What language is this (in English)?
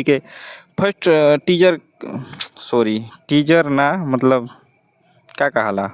Bhojpuri